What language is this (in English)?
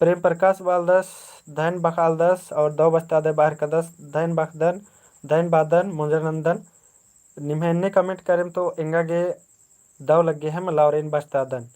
Kurukh